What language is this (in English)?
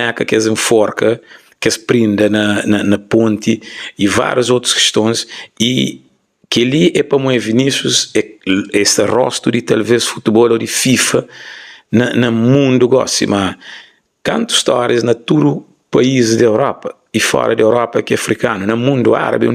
Kabuverdianu